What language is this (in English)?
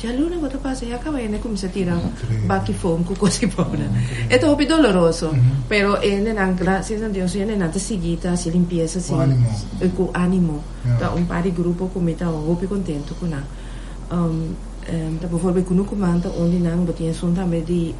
Papiamento